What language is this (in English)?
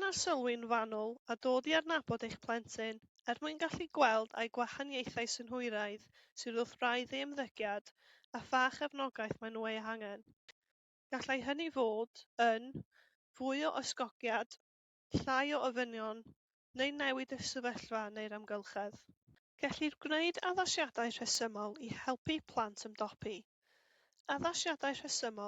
Welsh